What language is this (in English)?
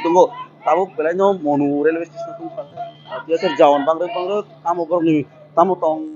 Riang (India)